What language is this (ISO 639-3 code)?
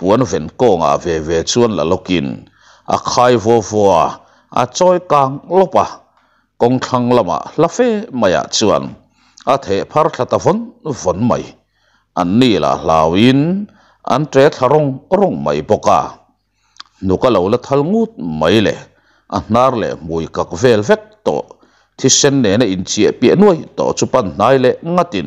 lus